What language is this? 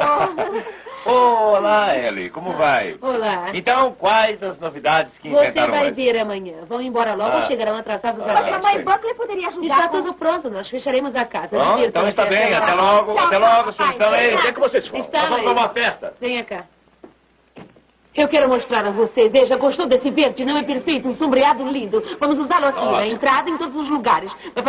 Portuguese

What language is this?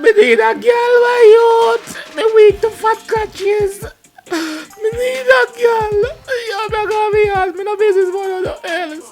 Jamaican Creole English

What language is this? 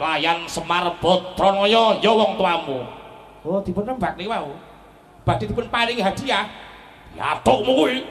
Javanese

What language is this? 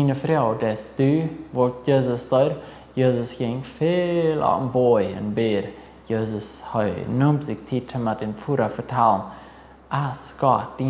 Plautdietsch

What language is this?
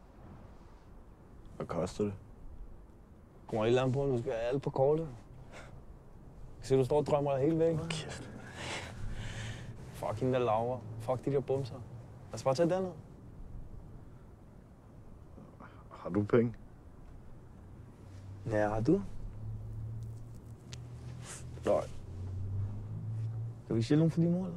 Danish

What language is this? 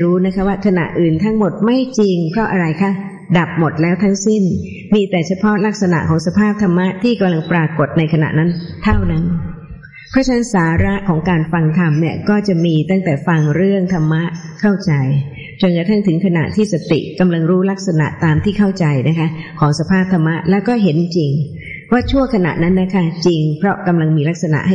Thai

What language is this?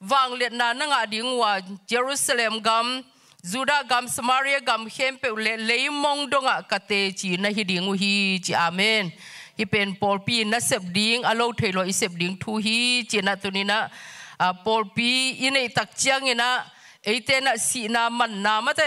Tedim Chin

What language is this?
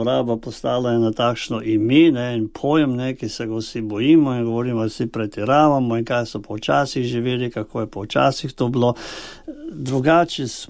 Slovenian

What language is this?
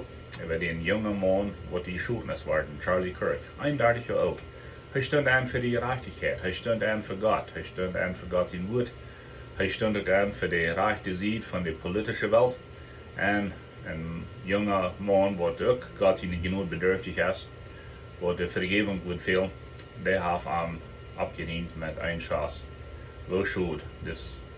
Plautdietsch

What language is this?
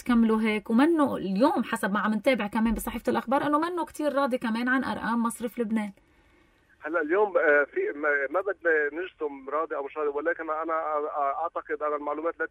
North Levantine Arabic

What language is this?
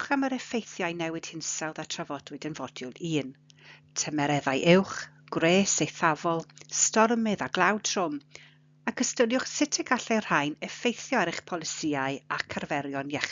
Welsh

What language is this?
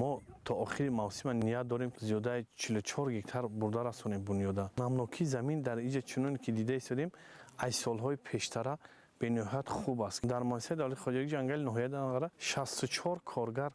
Tajik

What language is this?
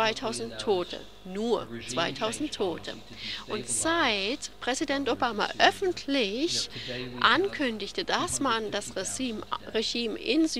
German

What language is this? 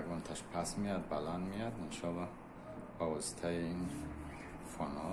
Tajik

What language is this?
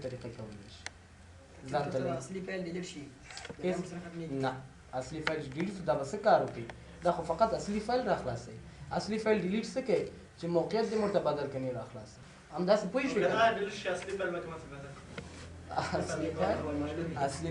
Pashto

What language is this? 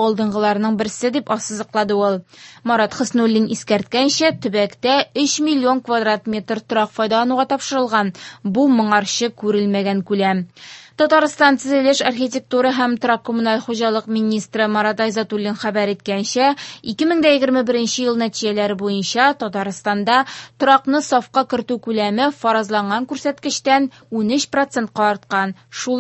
Tatar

